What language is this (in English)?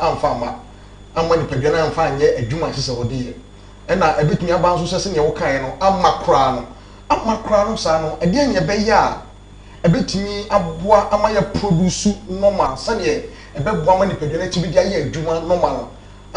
Akan